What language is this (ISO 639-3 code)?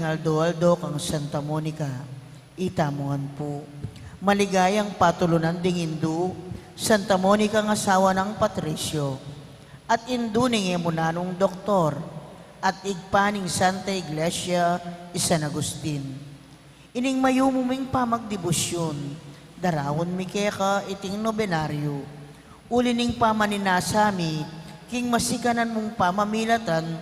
pam